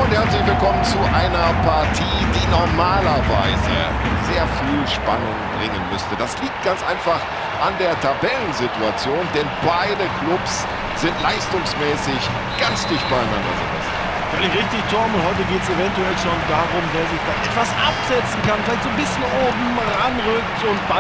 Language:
Bavarian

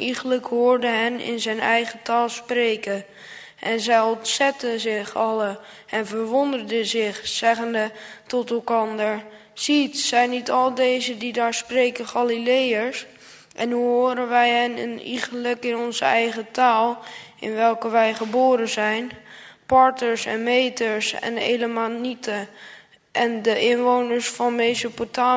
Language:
Dutch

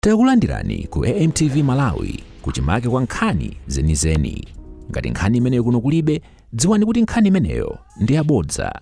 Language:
Nyanja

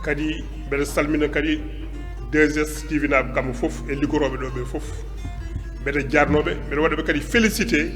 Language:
Fula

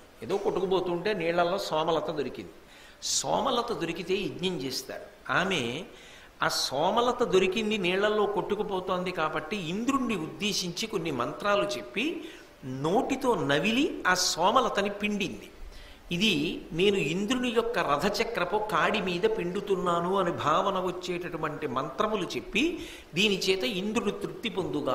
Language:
Telugu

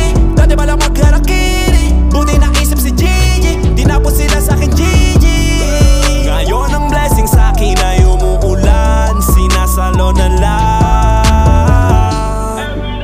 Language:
Filipino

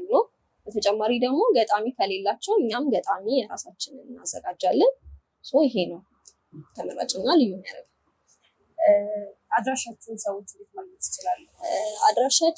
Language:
Amharic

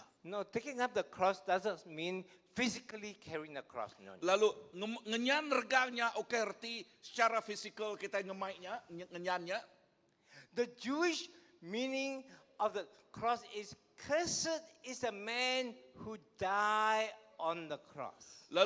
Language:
Iban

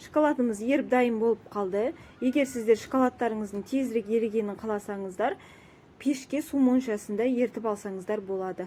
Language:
Kazakh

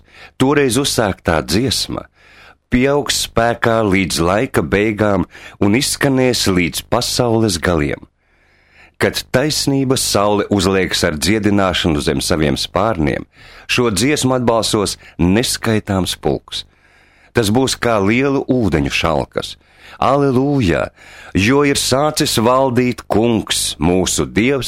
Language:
Latvian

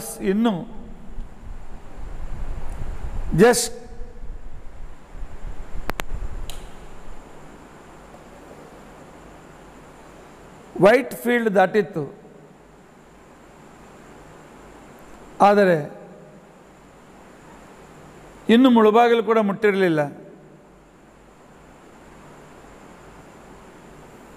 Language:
Kannada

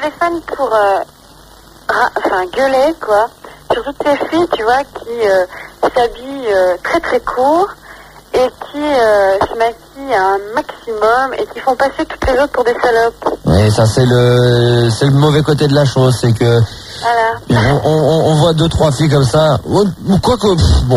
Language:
French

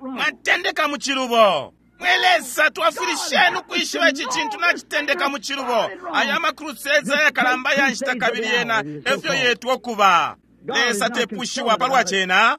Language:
Bemba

